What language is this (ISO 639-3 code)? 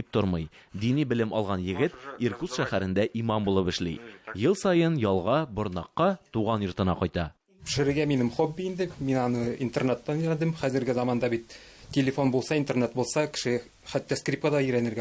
tat